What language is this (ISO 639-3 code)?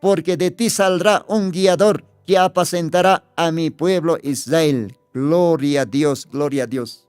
aym